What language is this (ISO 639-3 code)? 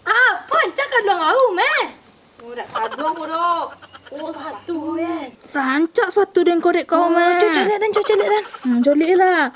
min